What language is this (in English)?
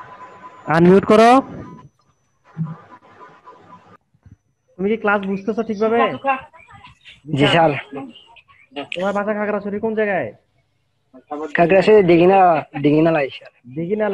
Bangla